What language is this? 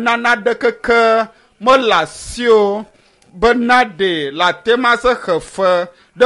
Ewe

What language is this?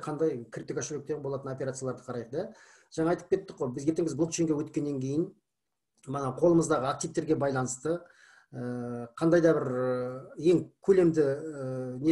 Kazakh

